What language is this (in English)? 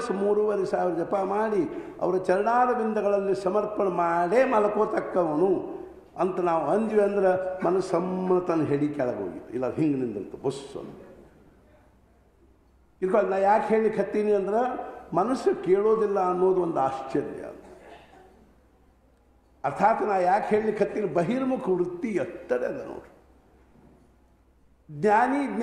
Kannada